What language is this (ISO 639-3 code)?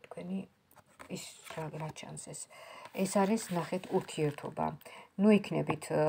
kat